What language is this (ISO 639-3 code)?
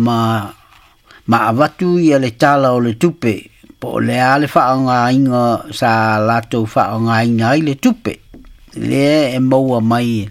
smo